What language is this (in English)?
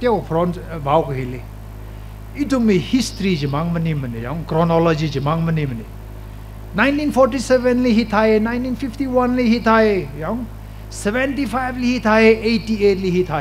Tangkhul Naga (India)